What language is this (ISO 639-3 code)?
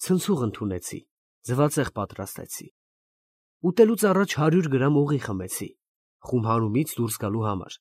hye